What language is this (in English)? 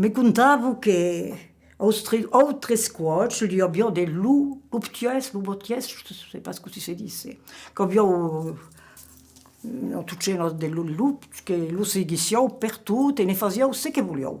Occitan